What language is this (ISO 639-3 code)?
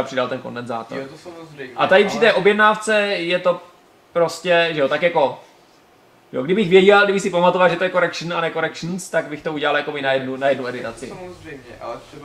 ces